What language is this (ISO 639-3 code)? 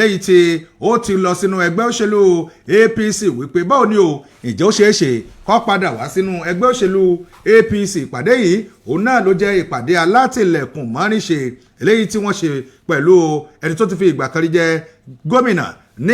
yor